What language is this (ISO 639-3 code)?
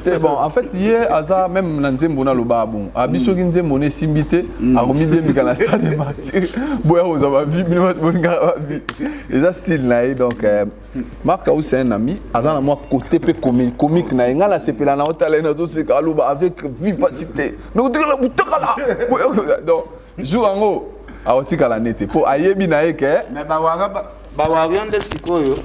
lin